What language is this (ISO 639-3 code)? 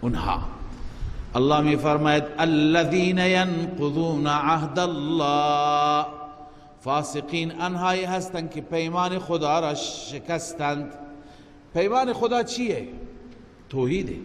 fas